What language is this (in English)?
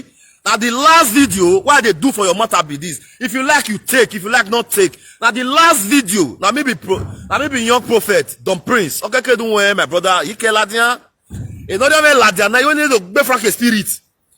Nigerian Pidgin